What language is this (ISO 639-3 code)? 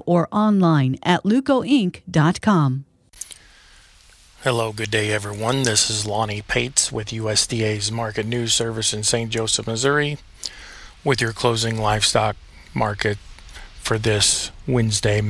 eng